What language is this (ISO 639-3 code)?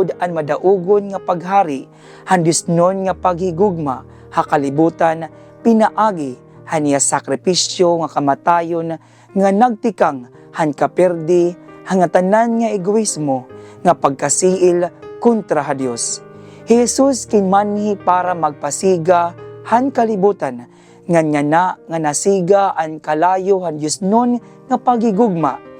war